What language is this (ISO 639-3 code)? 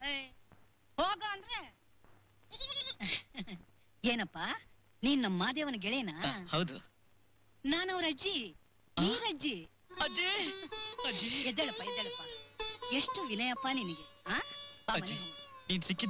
kan